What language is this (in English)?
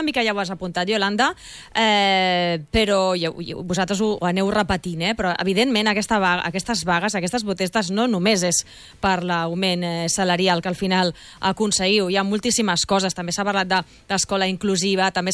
Catalan